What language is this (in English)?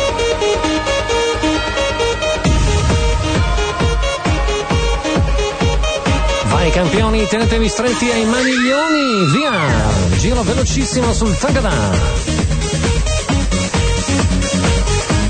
Italian